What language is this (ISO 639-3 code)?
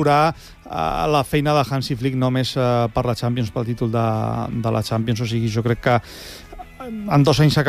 cat